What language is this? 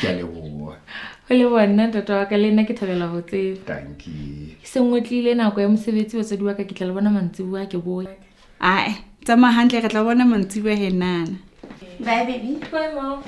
Southern Sotho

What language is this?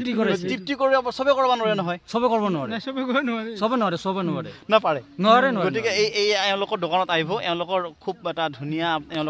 Assamese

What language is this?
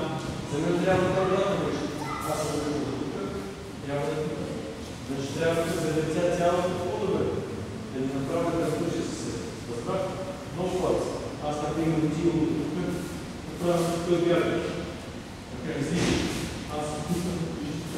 Bulgarian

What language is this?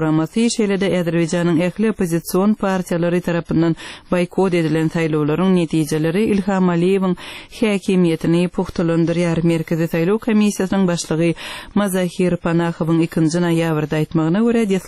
Turkmen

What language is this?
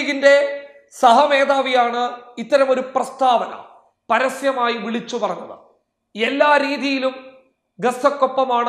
Malayalam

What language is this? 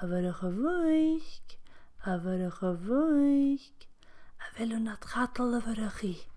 Scottish Gaelic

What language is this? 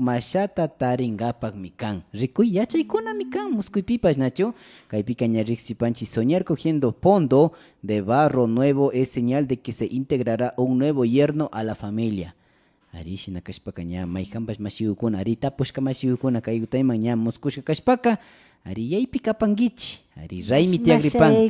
Imbabura Highland Quichua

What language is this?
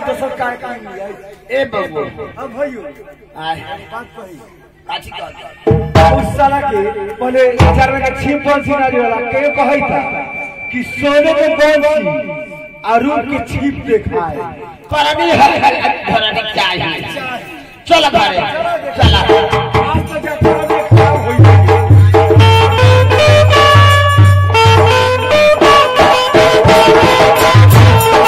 Bhojpuri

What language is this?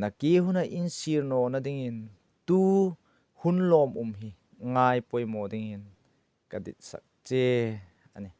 Hmar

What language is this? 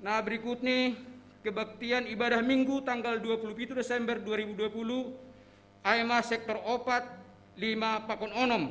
Batak Simalungun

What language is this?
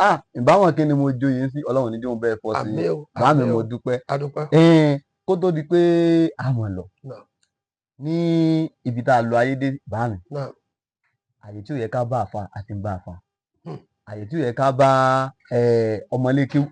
Yoruba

